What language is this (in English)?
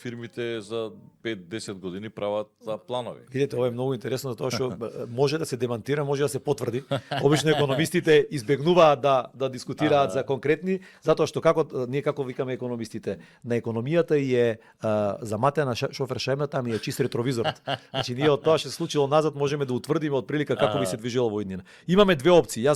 Macedonian